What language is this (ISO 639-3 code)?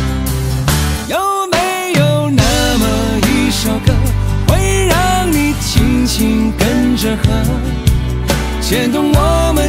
zho